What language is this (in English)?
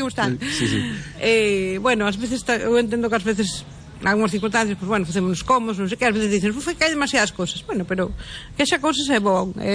Galician